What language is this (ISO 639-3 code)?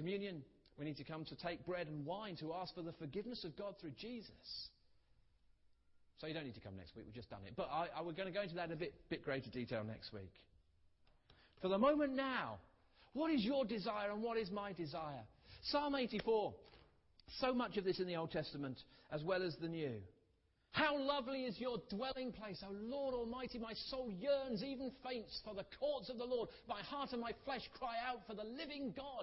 eng